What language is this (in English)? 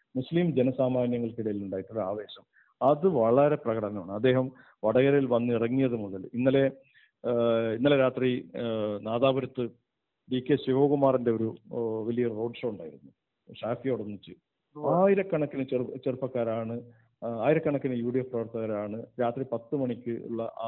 Malayalam